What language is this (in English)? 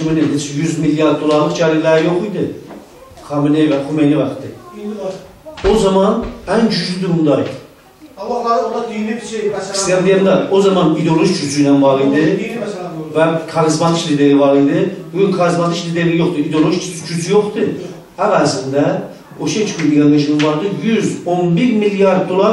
South Azerbaijani